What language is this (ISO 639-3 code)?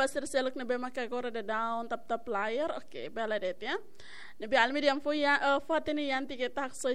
tet